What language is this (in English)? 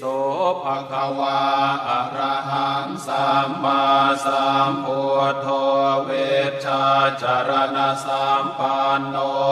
Pali